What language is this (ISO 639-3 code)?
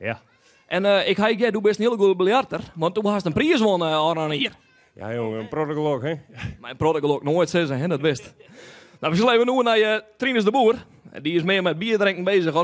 fry